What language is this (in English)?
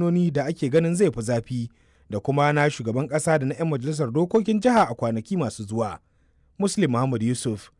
Hausa